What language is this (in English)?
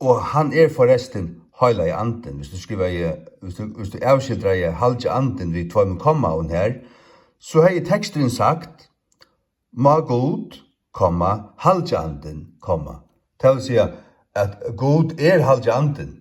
Faroese